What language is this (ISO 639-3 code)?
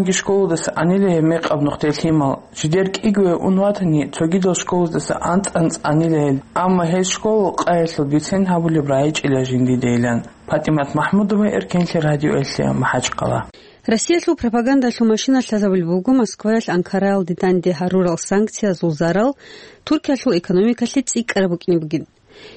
ava